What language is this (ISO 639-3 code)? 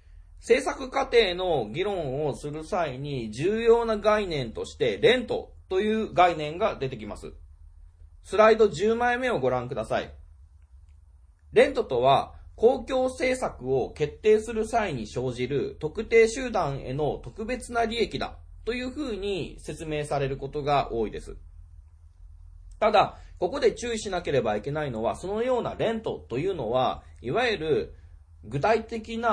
jpn